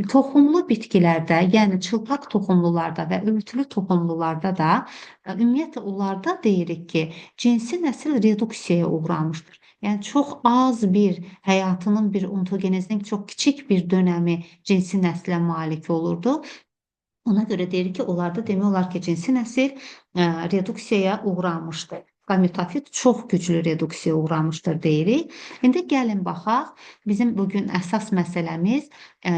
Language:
Azerbaijani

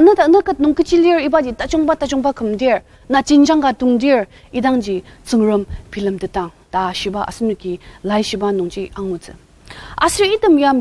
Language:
Ao Naga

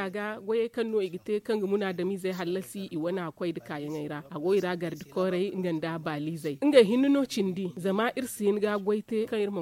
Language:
Zarma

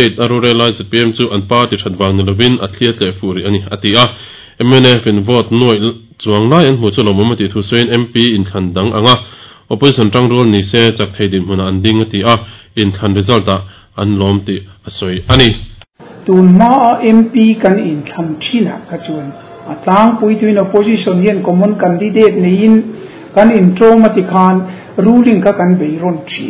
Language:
Mizo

